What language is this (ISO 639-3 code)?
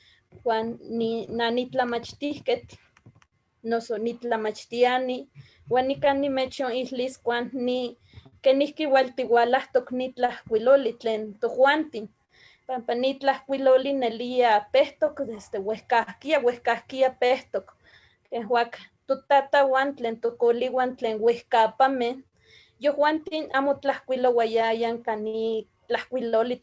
nhe